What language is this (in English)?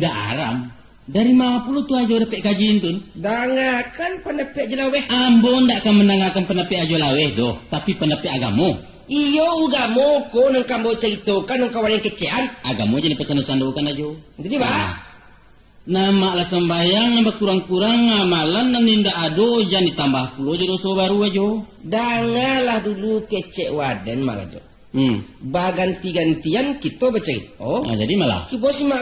Minangkabau